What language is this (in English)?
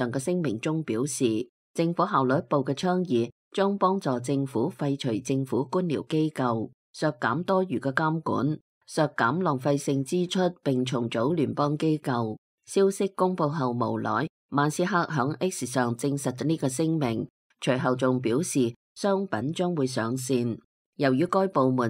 Cantonese